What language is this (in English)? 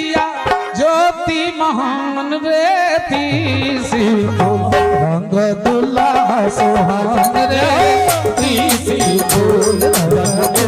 Maithili